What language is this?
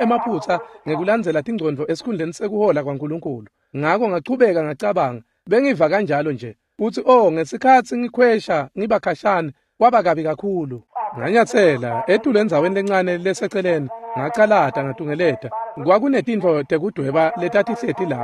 Swati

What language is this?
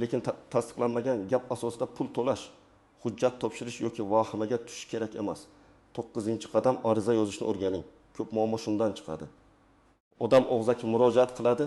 Uzbek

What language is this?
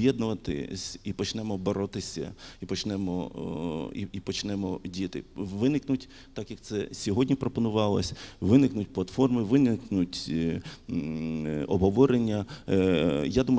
Ukrainian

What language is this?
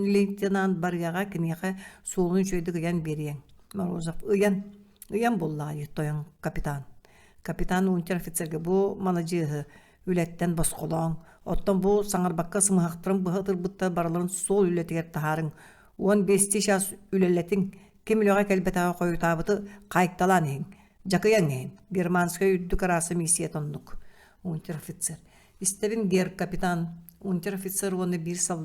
Yakut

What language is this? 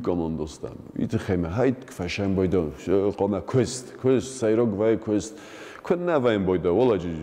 Ossetic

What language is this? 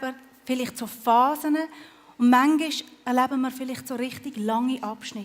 Swiss German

